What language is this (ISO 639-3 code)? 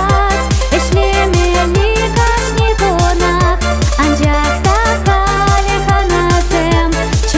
chv